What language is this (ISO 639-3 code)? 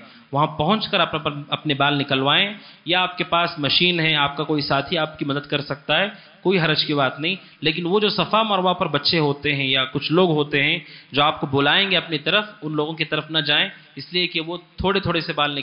urd